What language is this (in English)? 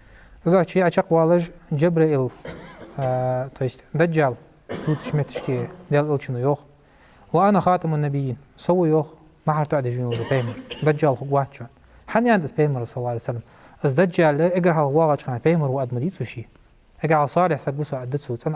Ingush